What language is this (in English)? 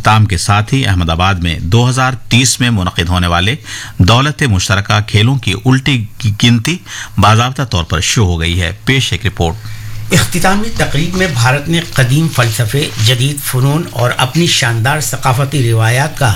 Urdu